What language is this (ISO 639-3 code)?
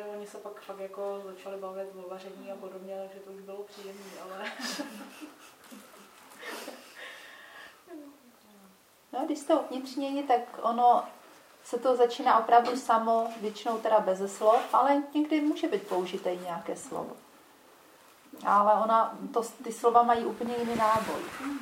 ces